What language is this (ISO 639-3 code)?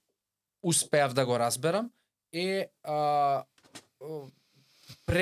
mkd